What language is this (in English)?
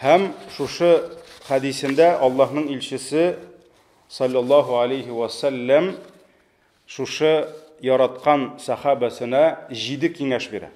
Tatar